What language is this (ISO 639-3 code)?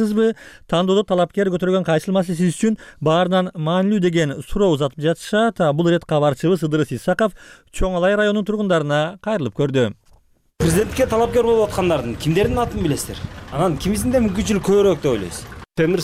kir